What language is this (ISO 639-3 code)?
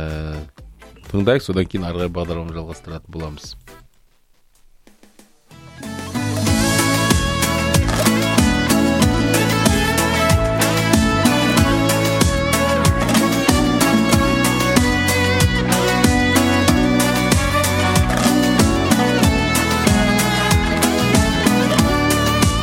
kaz